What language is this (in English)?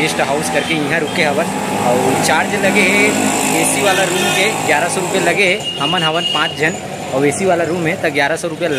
Chhattisgarhi